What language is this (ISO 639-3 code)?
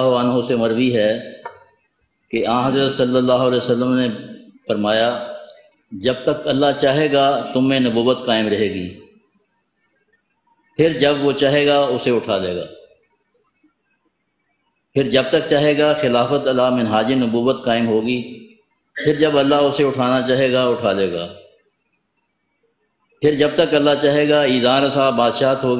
urd